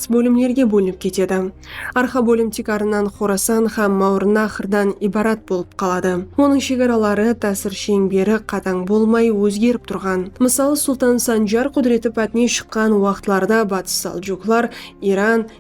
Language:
Kara-Kalpak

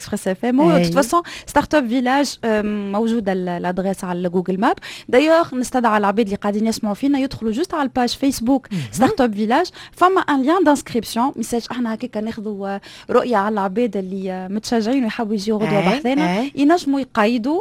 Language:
Tunisian Arabic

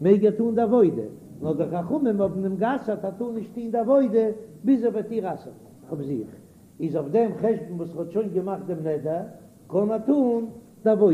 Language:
Yiddish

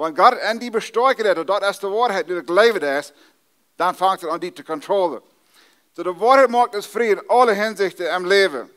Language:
Plautdietsch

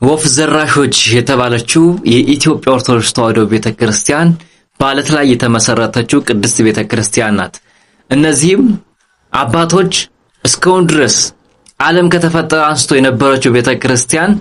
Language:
Amharic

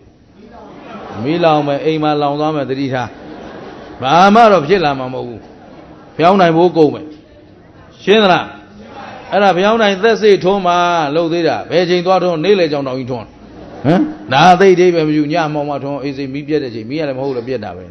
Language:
Burmese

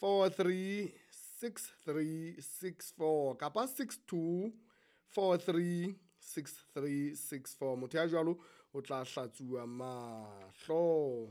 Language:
Southern Sotho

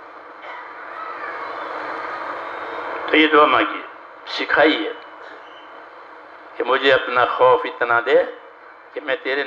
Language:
Urdu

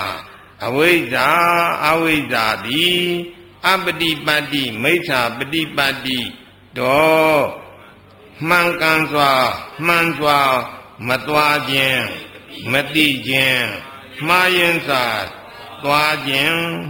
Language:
Burmese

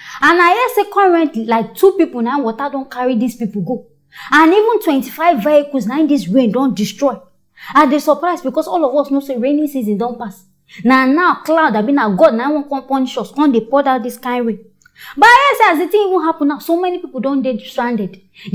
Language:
Nigerian Pidgin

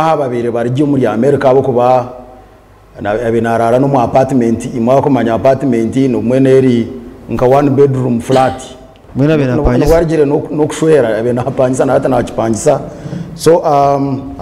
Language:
Nyankole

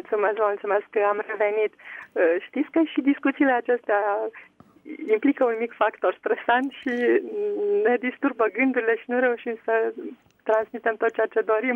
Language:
Romanian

